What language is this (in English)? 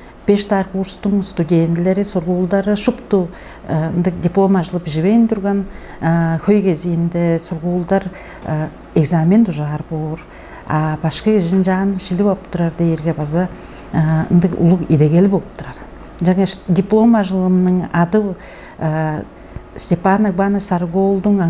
Tuvinian